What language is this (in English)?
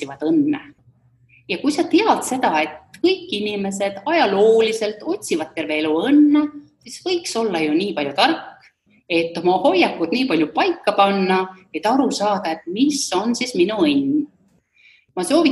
Estonian